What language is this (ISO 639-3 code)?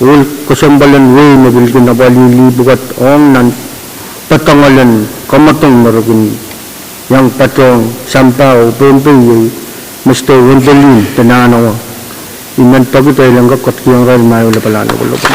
pon